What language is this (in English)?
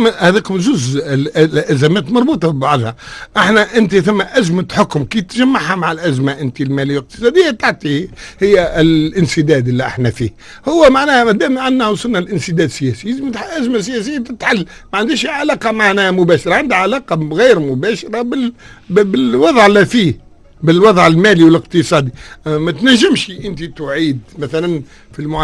Tunisian Arabic